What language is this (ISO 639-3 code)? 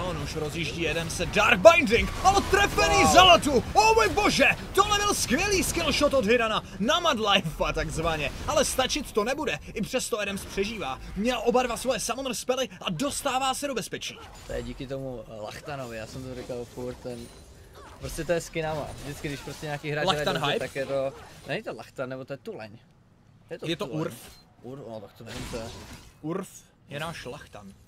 ces